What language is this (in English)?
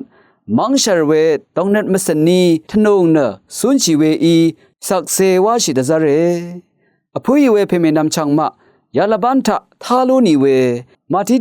Rawang